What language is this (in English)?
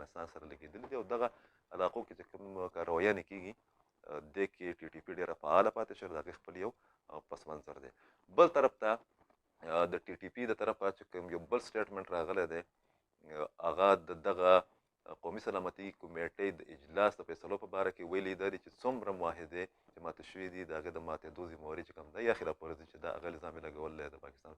Pashto